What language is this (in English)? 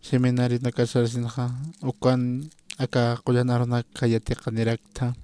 Aymara